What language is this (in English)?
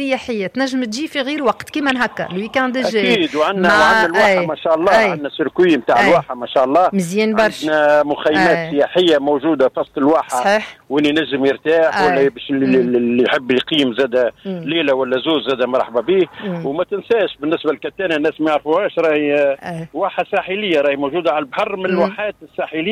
Tunisian Arabic